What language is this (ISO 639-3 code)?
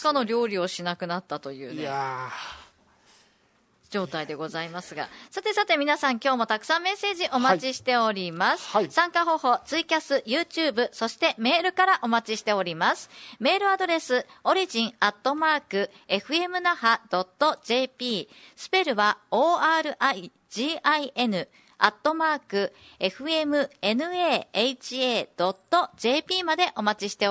jpn